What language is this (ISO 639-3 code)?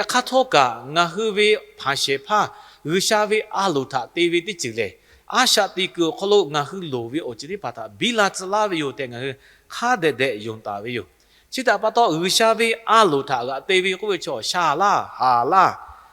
lhu